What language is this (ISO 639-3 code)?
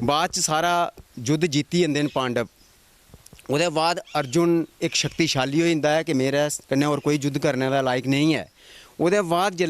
doi